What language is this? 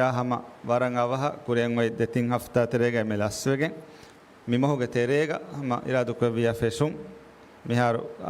Divehi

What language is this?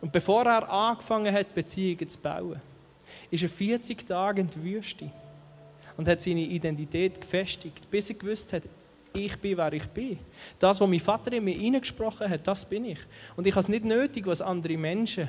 Swiss German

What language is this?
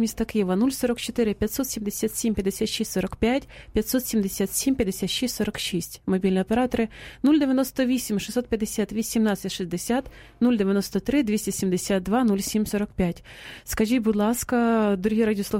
Ukrainian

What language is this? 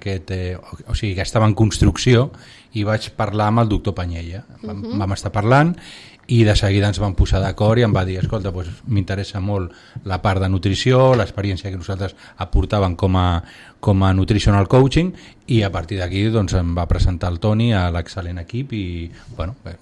Catalan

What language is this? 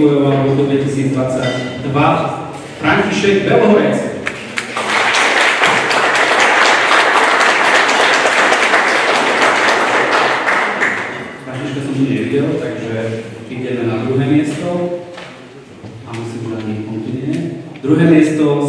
Slovak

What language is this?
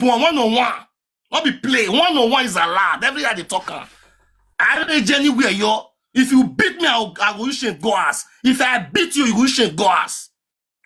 Nigerian Pidgin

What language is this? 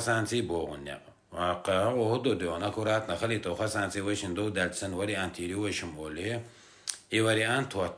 Chechen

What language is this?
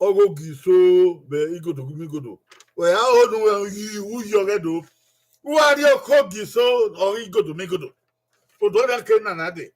Bini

